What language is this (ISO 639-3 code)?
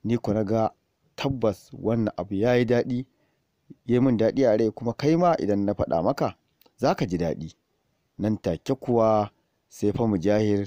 hau